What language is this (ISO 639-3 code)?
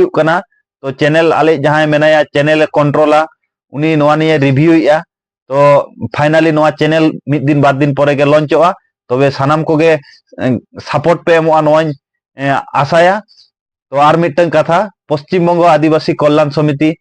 sat